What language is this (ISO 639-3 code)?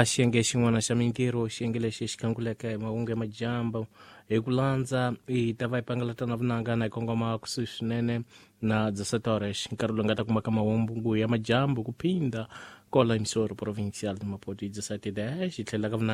tso